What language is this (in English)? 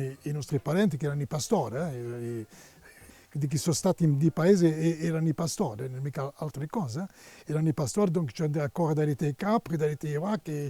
Corsican